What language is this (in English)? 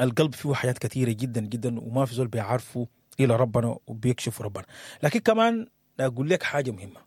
Sudanese Arabic